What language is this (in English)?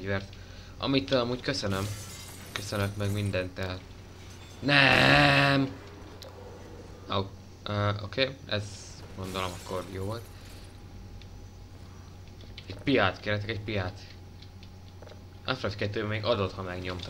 Hungarian